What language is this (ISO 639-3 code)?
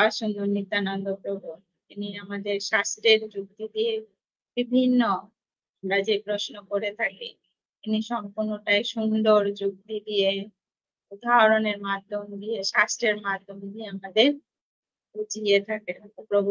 ben